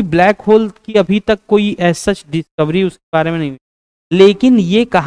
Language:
Hindi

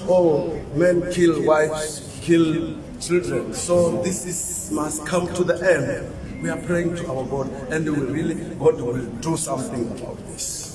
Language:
Venda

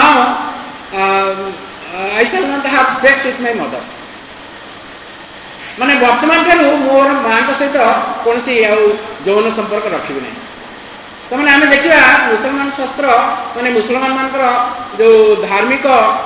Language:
Odia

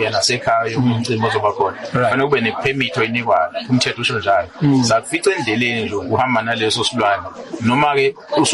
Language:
Zulu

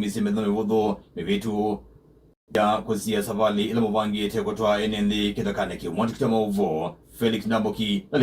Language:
Kamba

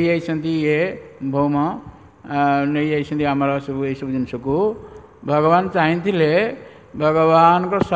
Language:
Odia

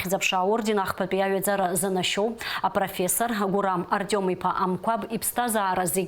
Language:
Abkhazian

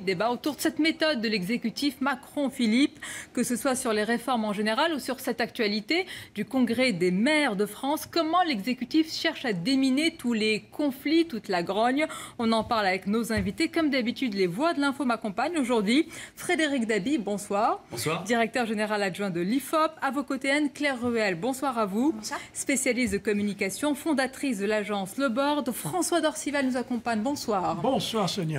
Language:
French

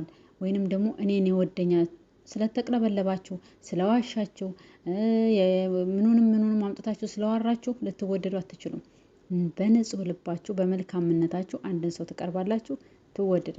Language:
Amharic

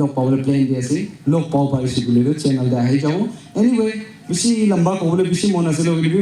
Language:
Naga Pidgin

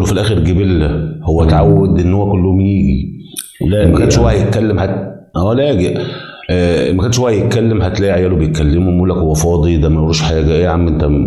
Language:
Egyptian Arabic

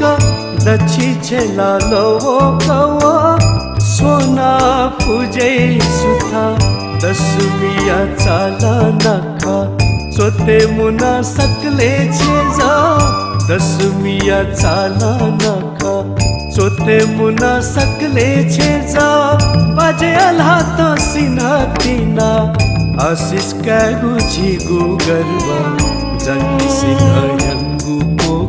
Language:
Newari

